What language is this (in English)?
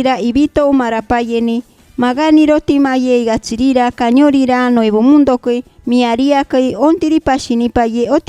Machiguenga